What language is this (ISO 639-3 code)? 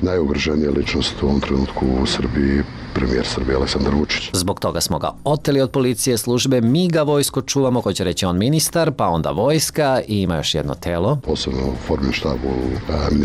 srp